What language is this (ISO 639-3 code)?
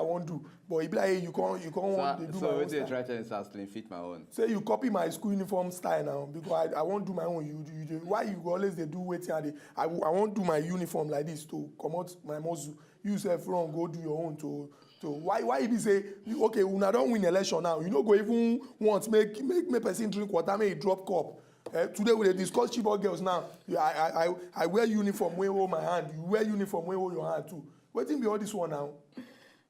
pcm